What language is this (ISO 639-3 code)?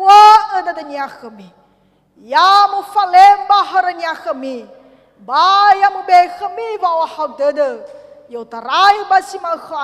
nia